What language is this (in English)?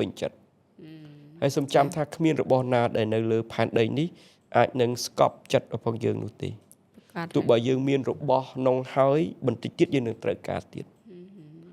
Khmer